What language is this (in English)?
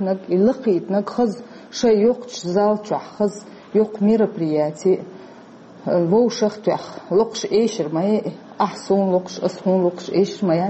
Chechen